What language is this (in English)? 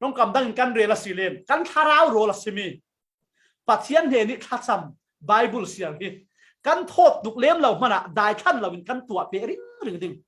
Falam Chin